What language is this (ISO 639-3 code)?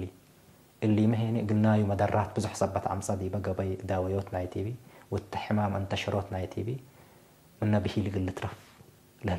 tig